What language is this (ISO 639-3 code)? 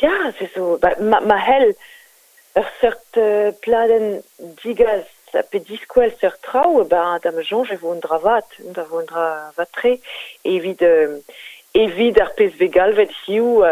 bre